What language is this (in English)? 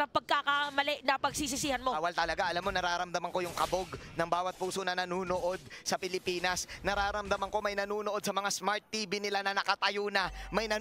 Filipino